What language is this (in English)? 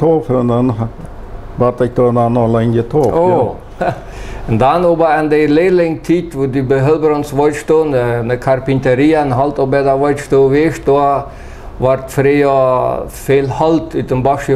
Plautdietsch